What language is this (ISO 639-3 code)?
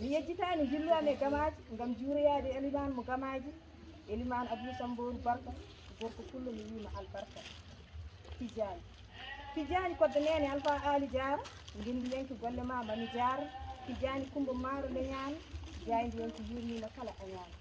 ful